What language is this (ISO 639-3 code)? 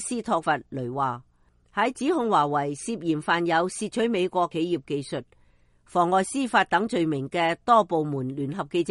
yue